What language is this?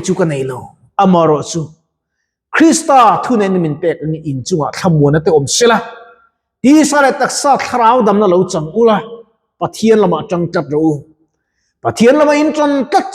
Mizo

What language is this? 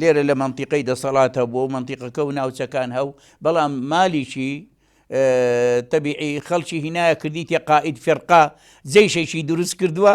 Central Kurdish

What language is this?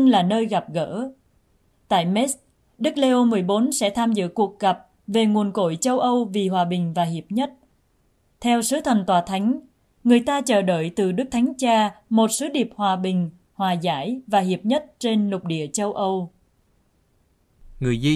Vietnamese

